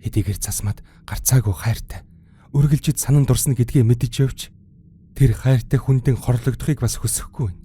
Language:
Mongolian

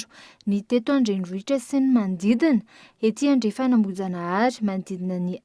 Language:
Malagasy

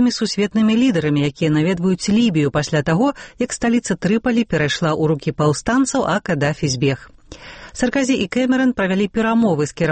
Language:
Belarusian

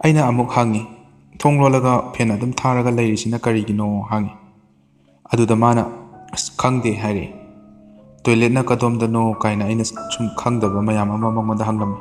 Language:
Manipuri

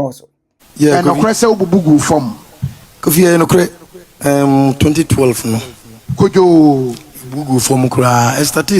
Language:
Akan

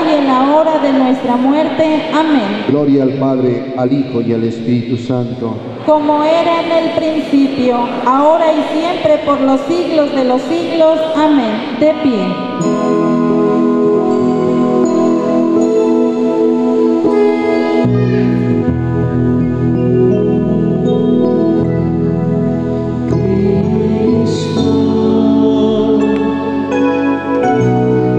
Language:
Spanish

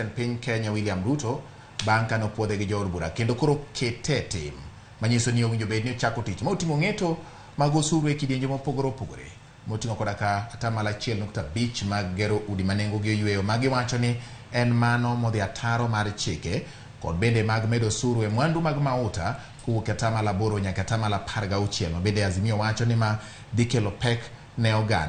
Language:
Luo (Kenya and Tanzania)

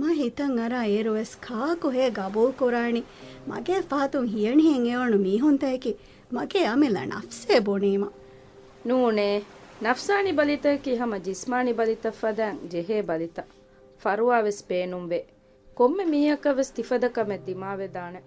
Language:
Divehi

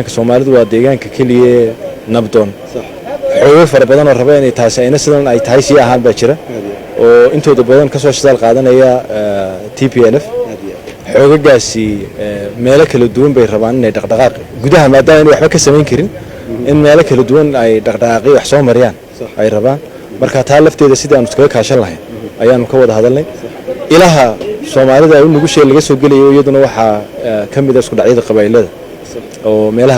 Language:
Somali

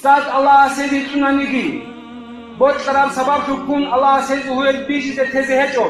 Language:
Avaric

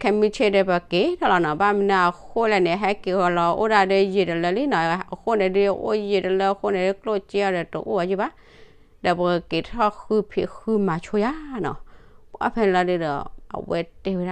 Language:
S'gaw Karen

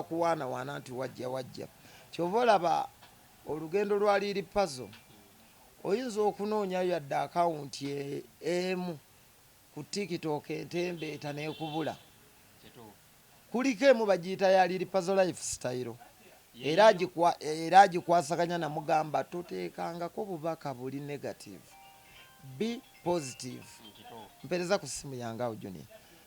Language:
Ganda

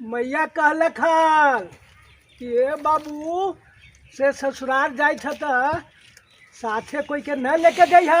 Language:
Magahi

